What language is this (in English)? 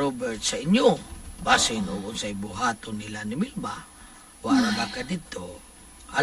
Cebuano